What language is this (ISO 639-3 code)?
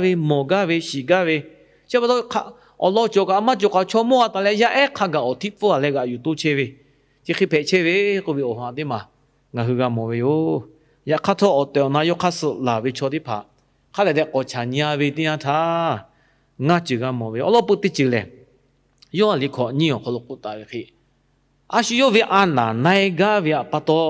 lhu